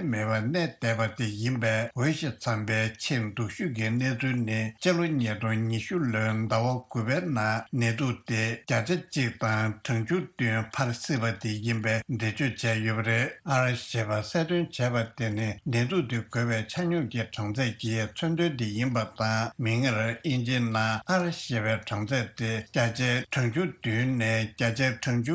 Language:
Tibetan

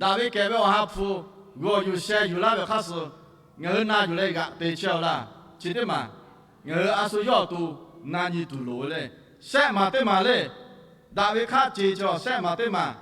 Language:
Lahu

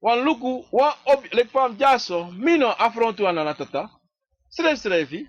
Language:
Sranan Tongo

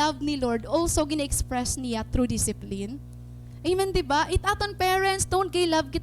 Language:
Waray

